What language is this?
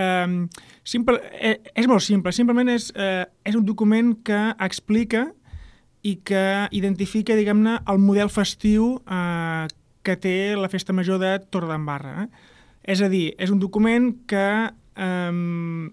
Catalan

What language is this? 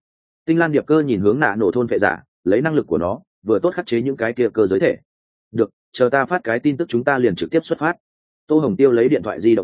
Vietnamese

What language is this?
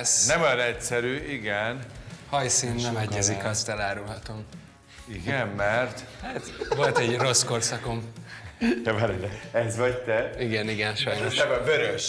Hungarian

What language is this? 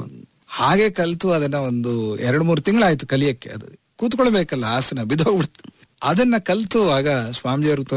Kannada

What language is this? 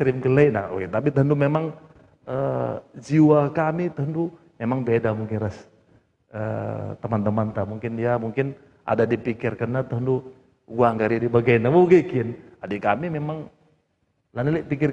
Batak Karo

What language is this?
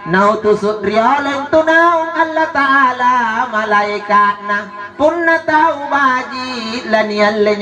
Makasar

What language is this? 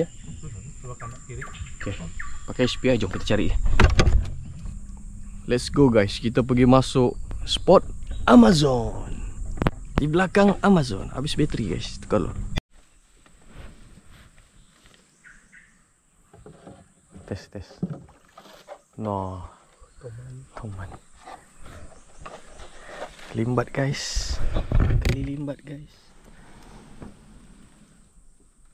Malay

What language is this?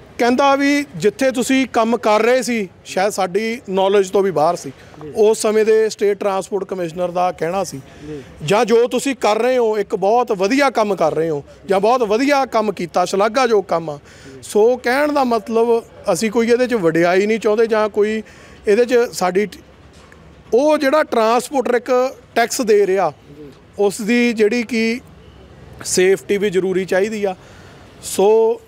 Punjabi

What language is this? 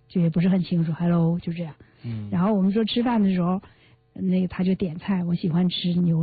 Chinese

